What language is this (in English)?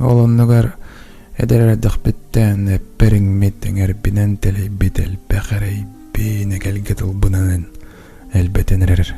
Yakut